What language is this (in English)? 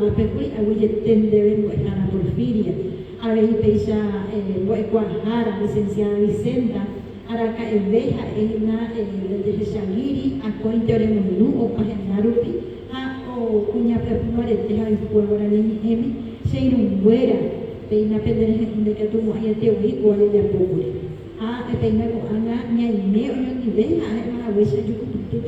Guarani